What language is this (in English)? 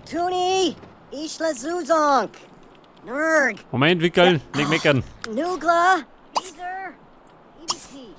Bavarian